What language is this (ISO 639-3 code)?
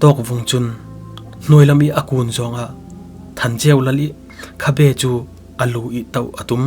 cfm